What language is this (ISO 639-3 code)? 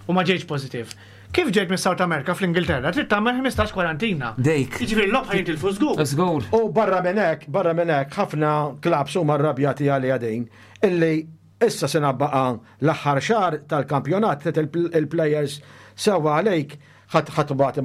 mlt